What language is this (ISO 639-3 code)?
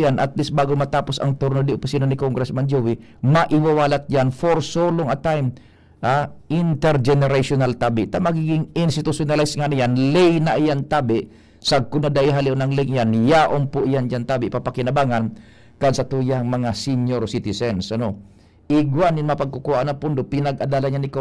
bik